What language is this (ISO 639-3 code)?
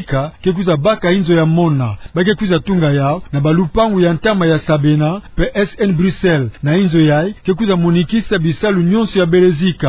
ktu